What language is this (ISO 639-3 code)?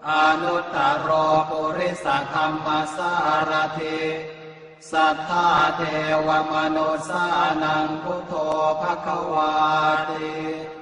pli